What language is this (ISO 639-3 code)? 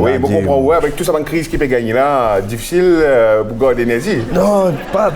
mfe